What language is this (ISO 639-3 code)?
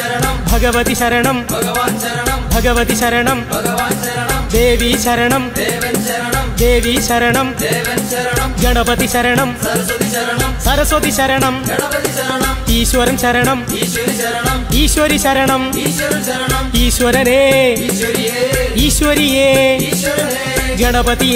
mal